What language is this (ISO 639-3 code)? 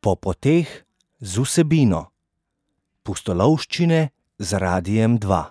slv